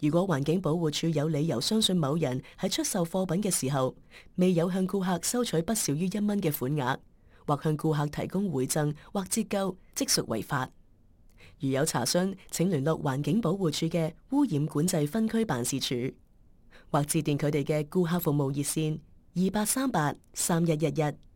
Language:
Cantonese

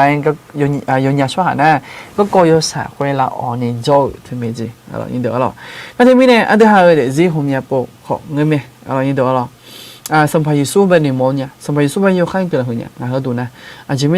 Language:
Akha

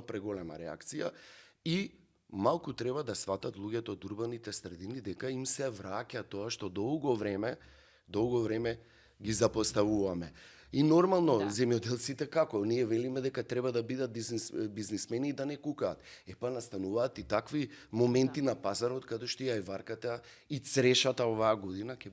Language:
Macedonian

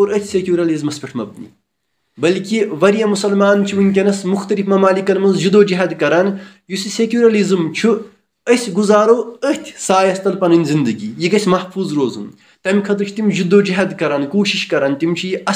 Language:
Kashmiri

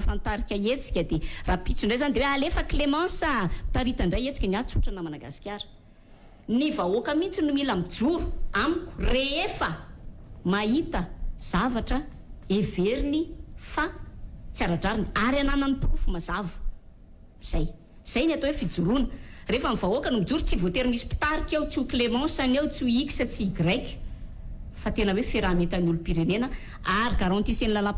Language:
Malagasy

